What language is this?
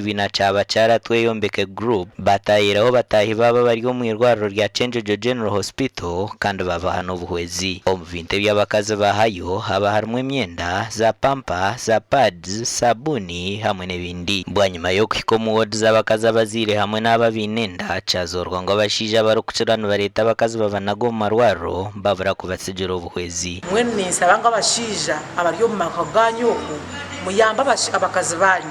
Nyankole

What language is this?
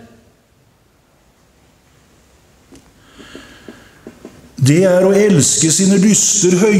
Norwegian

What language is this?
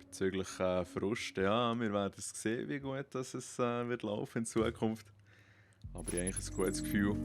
Swiss German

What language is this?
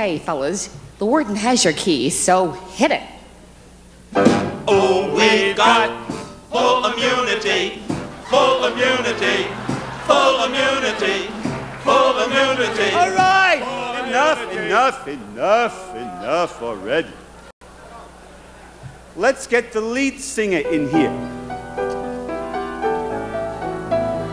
English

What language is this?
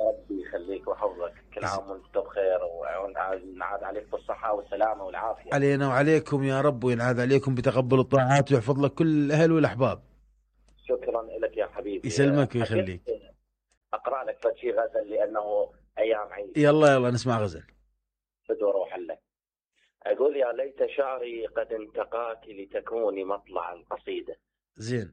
Mesopotamian Arabic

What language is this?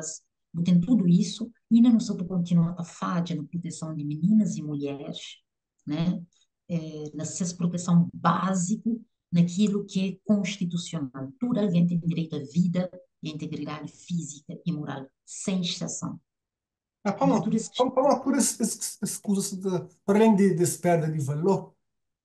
Kabuverdianu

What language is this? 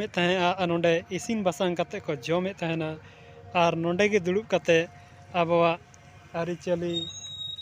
Santali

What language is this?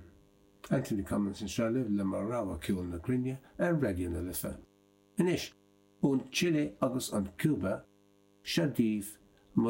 Irish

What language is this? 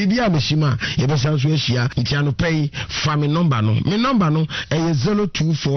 Akan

